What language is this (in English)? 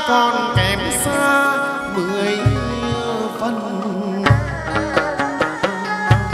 Vietnamese